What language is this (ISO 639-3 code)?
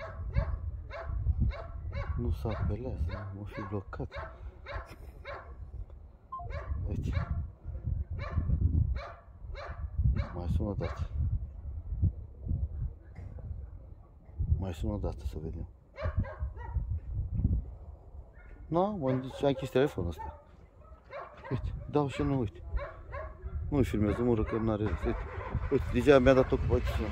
ron